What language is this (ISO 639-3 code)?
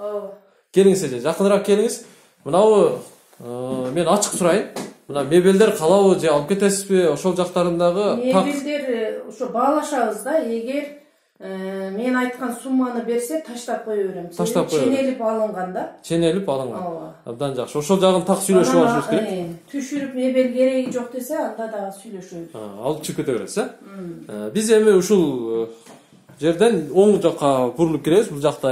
kir